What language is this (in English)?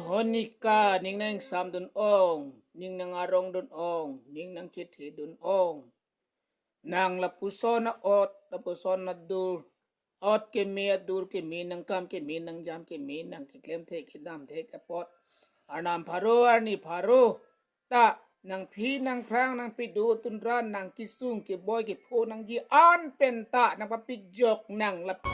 Karbi